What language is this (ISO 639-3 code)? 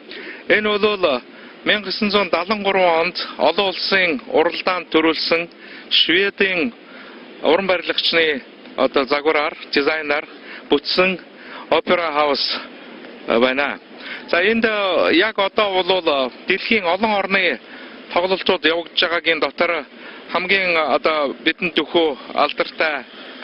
mon